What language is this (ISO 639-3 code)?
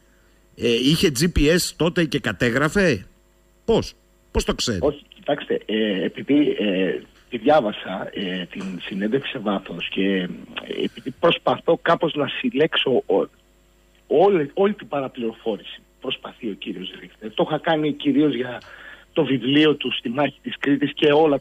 ell